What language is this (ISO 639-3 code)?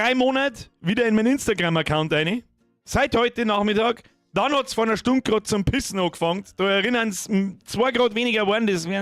bar